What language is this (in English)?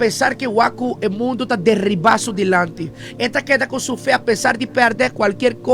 Papiamento